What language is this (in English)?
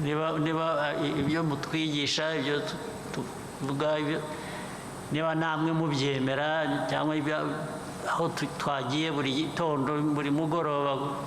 Kinyarwanda